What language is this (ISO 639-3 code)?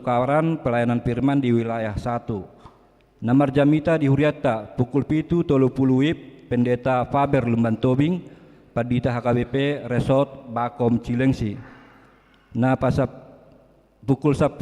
bbc